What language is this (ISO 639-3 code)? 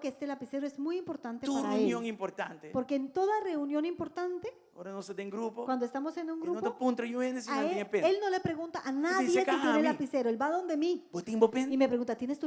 pap